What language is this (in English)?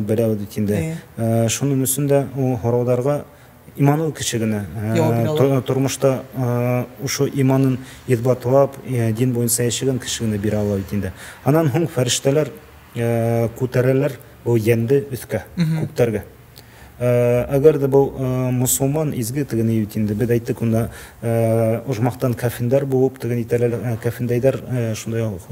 Bashkir